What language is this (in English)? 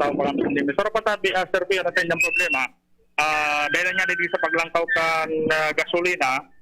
Bikol